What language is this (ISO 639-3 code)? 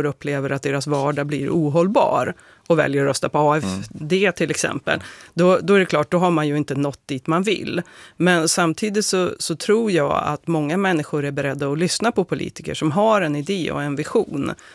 swe